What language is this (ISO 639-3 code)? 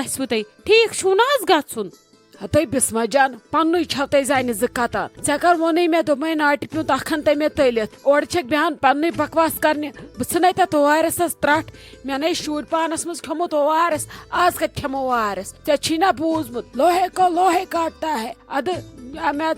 kas